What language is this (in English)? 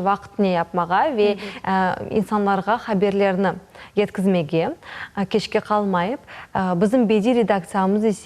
Crimean Tatar